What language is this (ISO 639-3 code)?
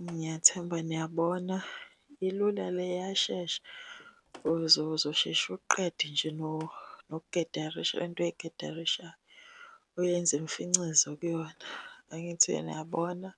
zul